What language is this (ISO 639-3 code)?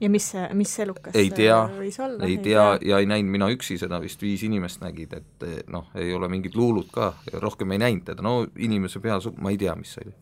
est